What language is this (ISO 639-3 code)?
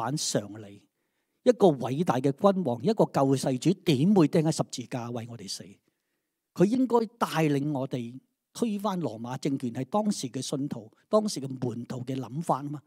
yue